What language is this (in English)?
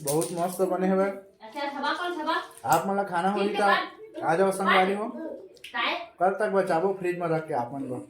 Chhattisgarhi